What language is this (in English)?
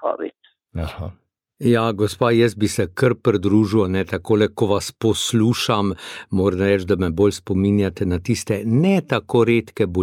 Slovenian